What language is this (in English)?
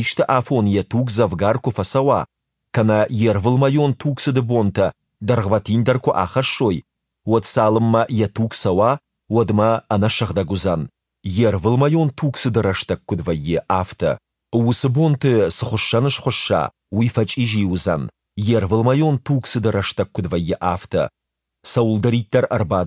Ossetic